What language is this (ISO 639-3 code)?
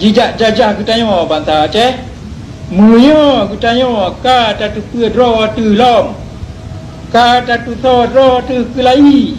ace